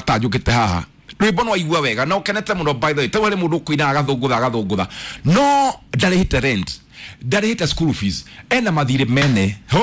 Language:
Kikuyu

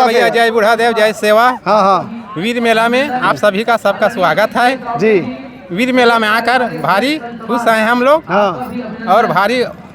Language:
Chhattisgarhi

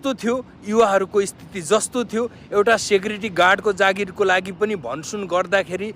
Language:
Nepali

